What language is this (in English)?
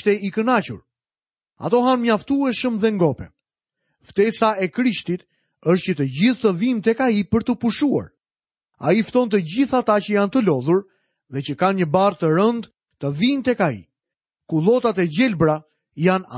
Albanian